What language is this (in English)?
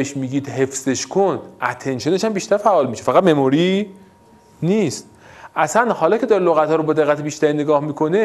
Persian